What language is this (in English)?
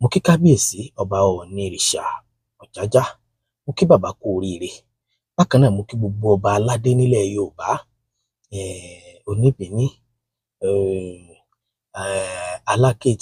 Yoruba